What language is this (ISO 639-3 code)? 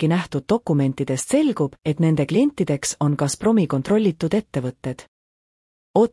est